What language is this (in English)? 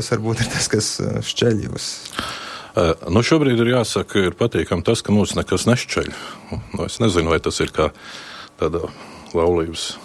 Latvian